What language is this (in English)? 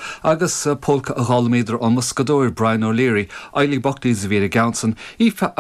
Irish